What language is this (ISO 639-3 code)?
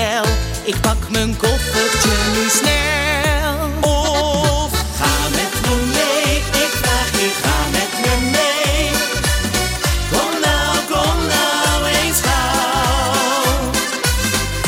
nld